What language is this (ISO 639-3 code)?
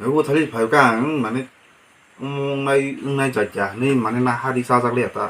trp